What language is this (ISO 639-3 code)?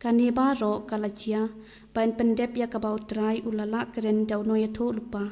kha